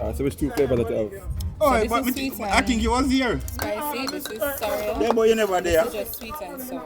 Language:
Jamaican Creole English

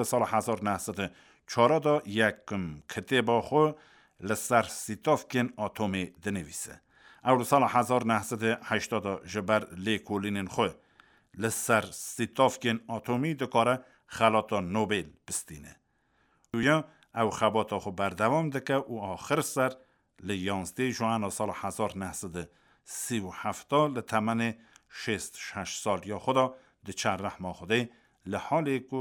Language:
Kurdish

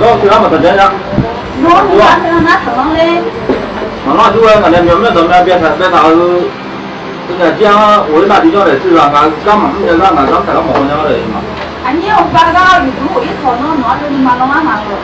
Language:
Akha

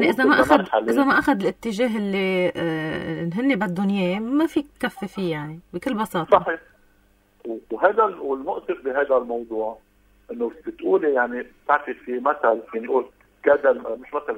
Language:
North Levantine Arabic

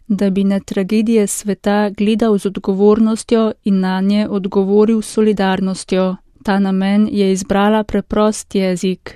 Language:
Slovenian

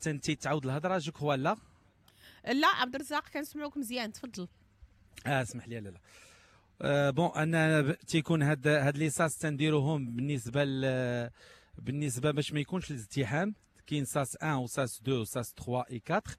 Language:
Moroccan Arabic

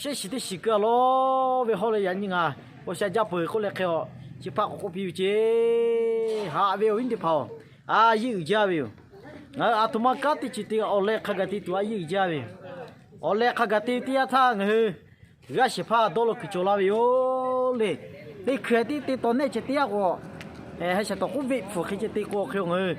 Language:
Lahu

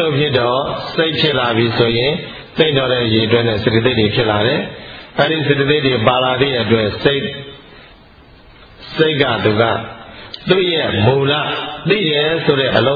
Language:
Burmese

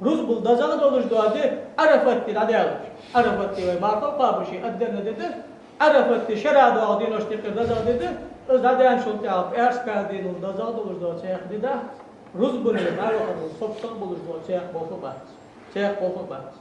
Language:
Ingush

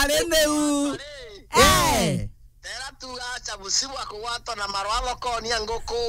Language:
Meru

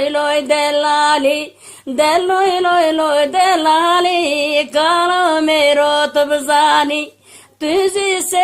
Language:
Zaza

